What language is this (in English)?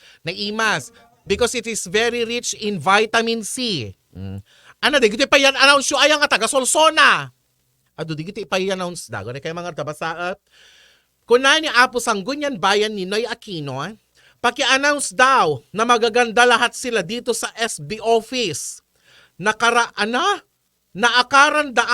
Iloko